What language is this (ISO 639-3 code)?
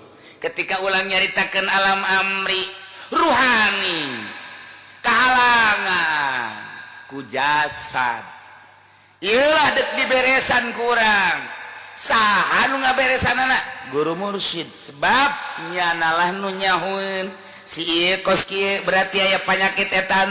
sun